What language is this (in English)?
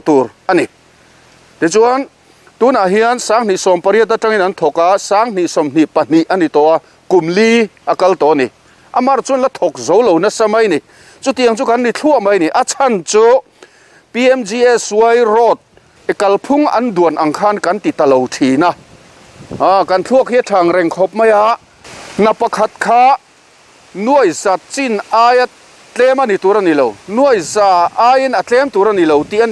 Mizo